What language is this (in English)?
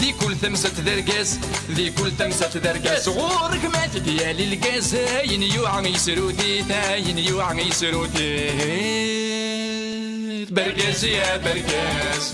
Kabyle